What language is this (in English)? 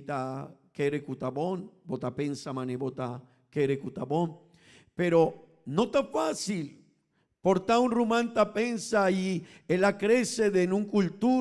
Papiamento